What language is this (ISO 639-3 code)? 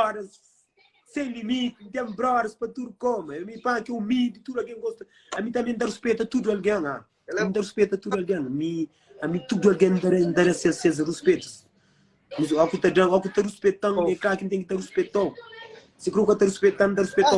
kea